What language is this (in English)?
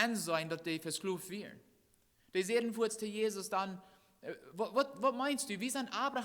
Plautdietsch